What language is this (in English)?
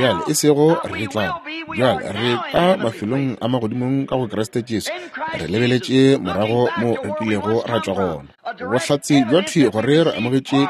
Northern Sotho